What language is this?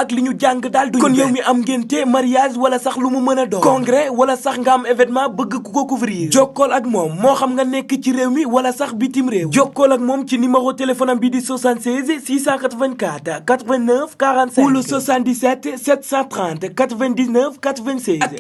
Wolof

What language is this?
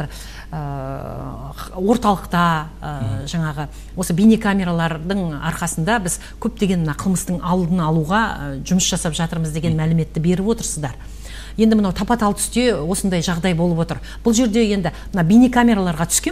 Kazakh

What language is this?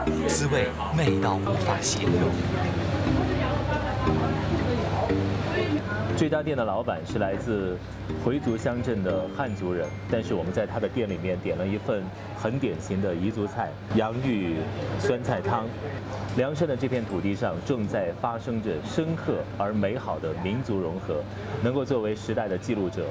Chinese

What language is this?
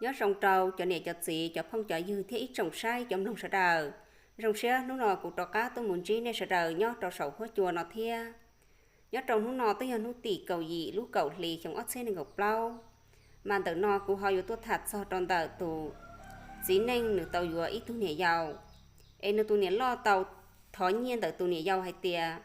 Hmong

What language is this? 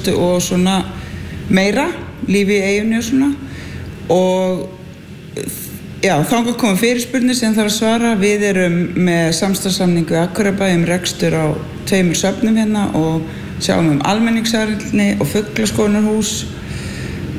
Icelandic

